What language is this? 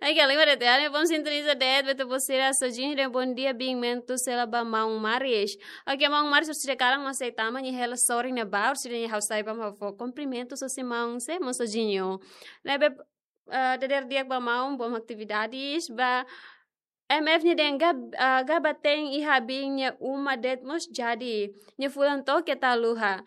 Tetum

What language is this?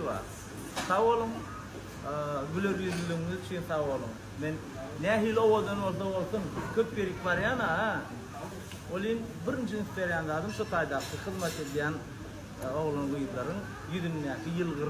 Turkmen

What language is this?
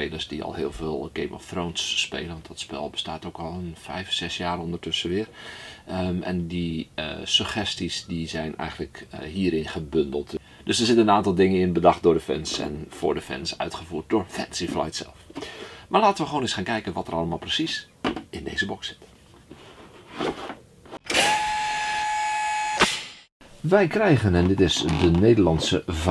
Dutch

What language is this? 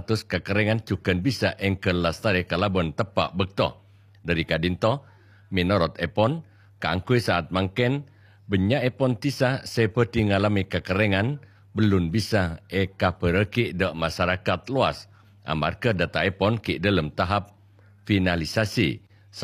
Madurese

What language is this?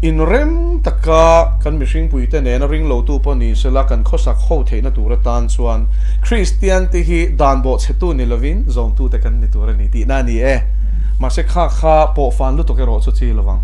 Mizo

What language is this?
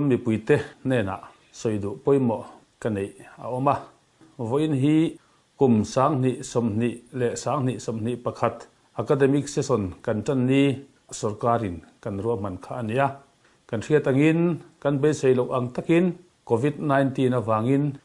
Mizo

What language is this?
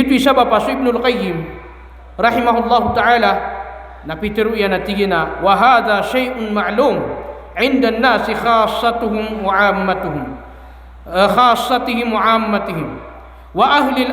Maranao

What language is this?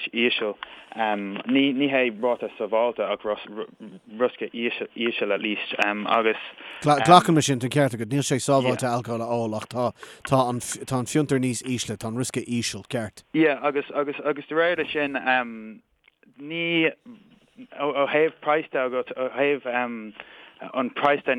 Irish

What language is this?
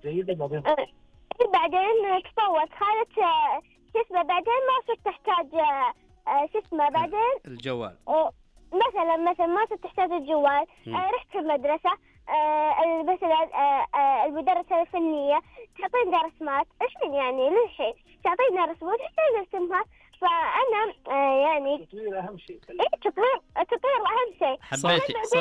Najdi Arabic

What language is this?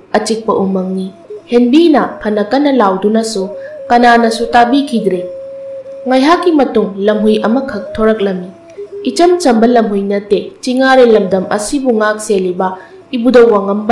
Manipuri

